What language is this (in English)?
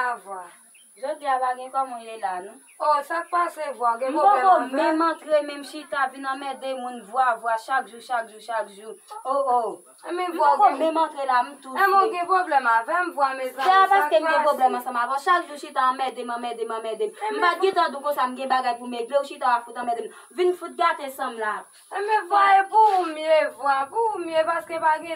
Haitian Creole